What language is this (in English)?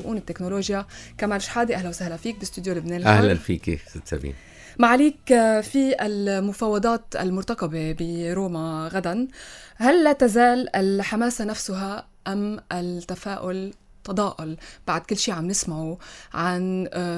North Levantine Arabic